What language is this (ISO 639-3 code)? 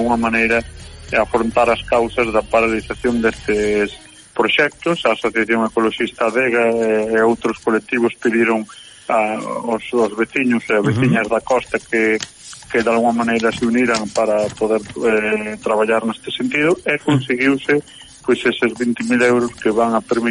glg